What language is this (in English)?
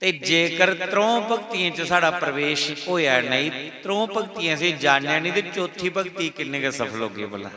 Dogri